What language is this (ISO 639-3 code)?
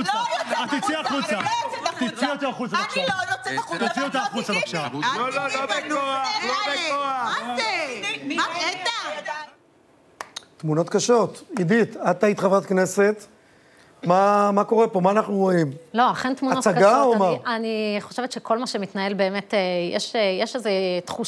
heb